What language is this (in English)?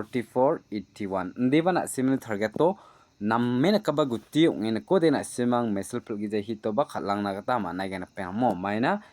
Garo